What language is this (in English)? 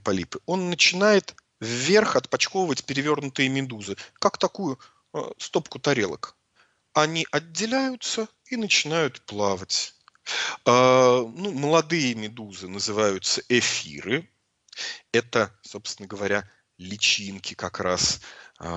Russian